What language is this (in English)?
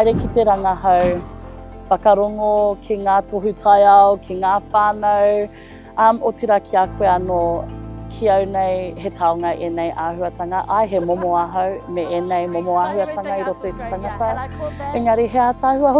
Māori